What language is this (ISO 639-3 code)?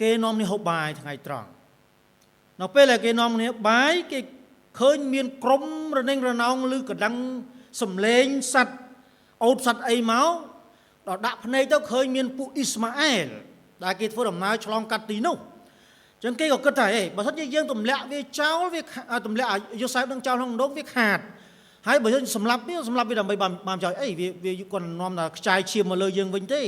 khm